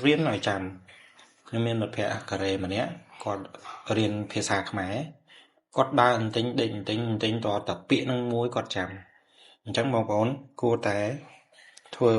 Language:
Khmer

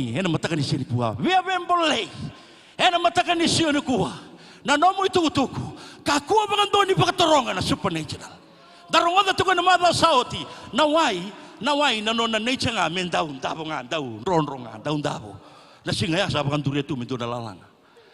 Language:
Fijian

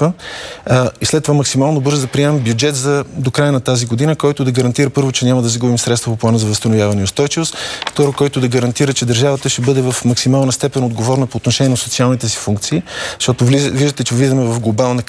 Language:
Bulgarian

